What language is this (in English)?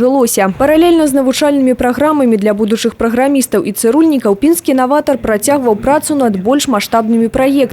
Belarusian